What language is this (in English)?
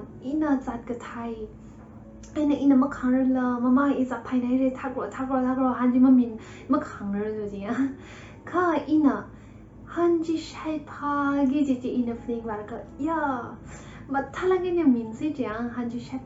Tangkhul Naga (India)